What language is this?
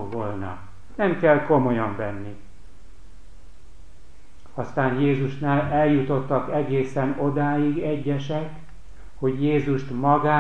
Hungarian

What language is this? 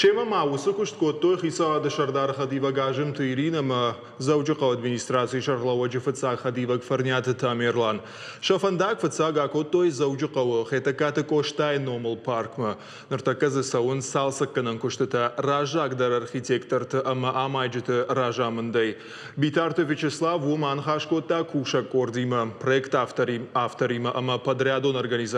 Ossetic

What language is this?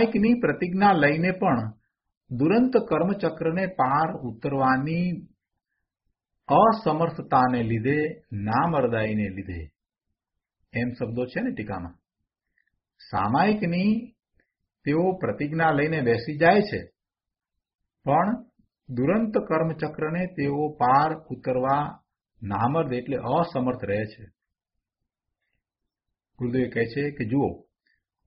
Gujarati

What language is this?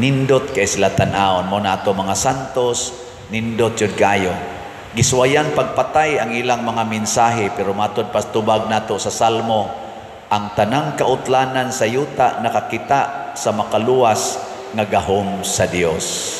Cebuano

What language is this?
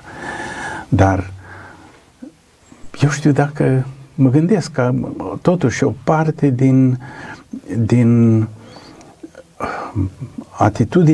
Romanian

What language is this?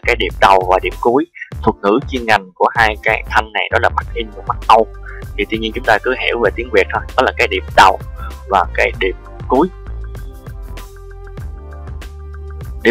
Vietnamese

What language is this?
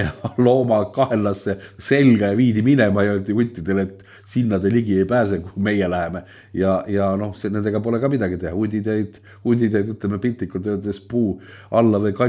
Estonian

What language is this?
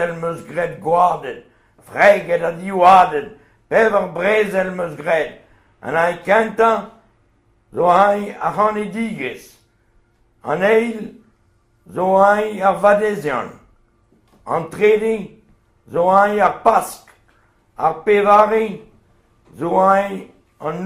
Breton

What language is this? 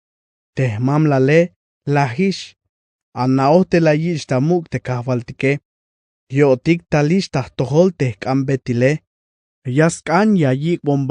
Tzeltal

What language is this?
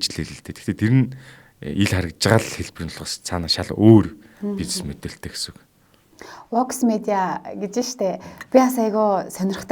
Mongolian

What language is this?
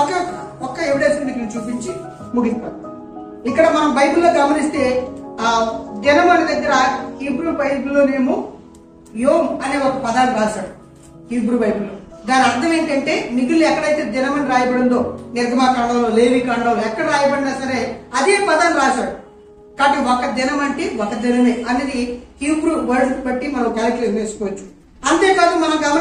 Telugu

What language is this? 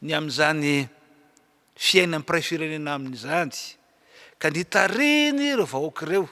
Malagasy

